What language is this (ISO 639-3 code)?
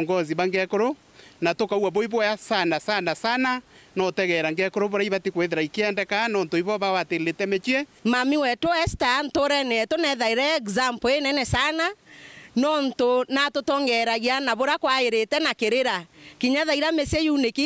mer